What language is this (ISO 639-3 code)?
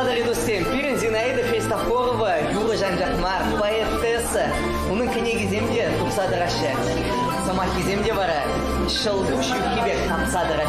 chv